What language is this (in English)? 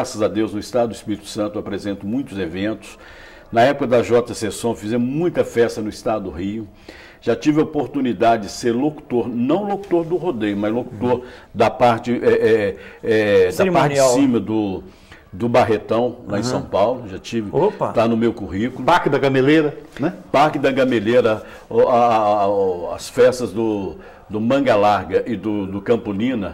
Portuguese